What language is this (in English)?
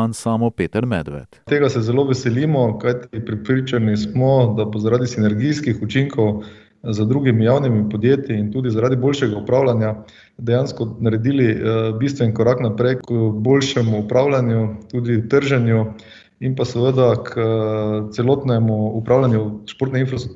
Slovenian